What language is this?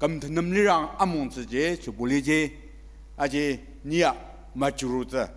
Ao Naga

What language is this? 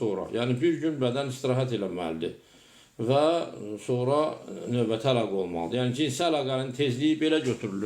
Azerbaijani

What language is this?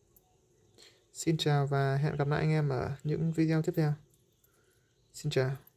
Vietnamese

